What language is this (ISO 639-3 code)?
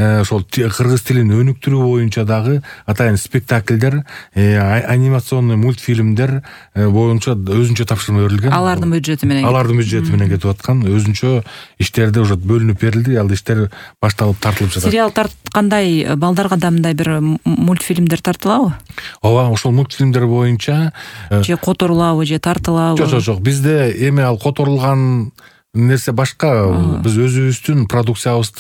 kir